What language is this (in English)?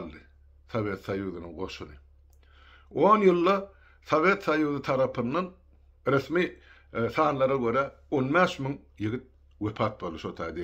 Turkmen